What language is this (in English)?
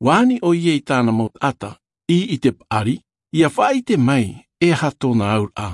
Tahitian